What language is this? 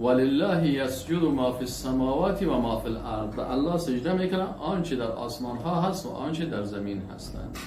Persian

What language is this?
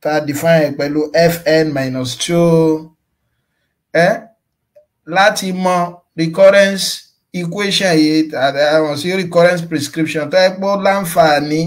Yoruba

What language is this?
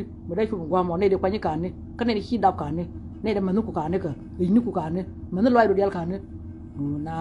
Nuer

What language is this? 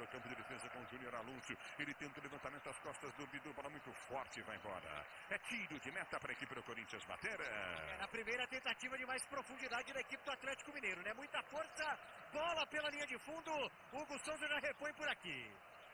Portuguese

